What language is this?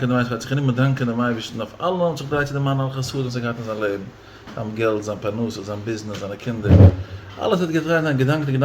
Yiddish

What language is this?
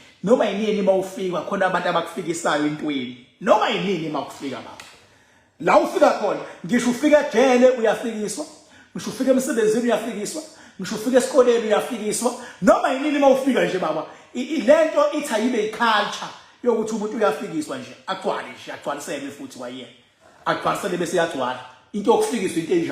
Zulu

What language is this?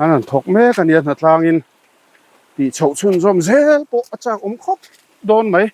Mizo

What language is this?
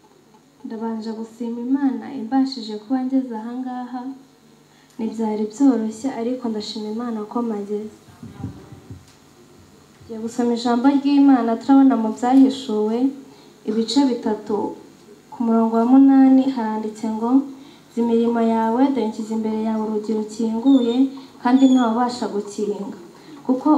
Kinyarwanda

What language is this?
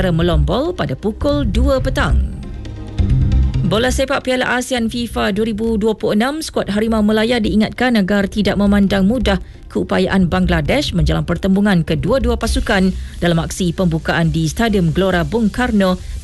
Malay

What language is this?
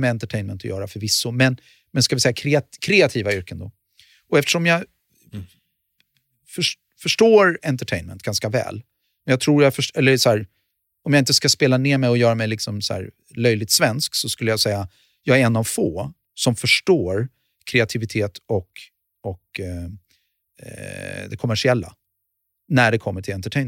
Swedish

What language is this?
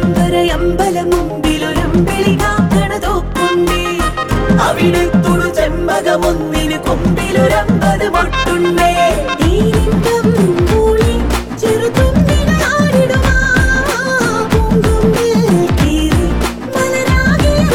Malayalam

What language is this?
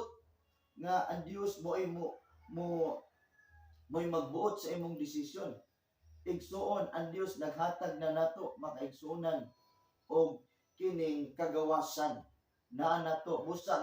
Cebuano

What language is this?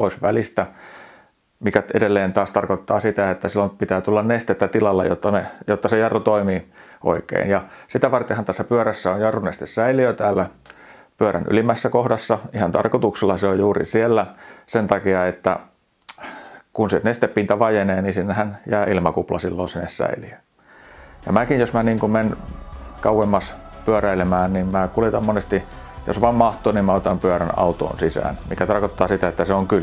Finnish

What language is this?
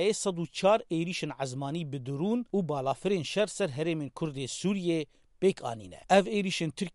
Kurdish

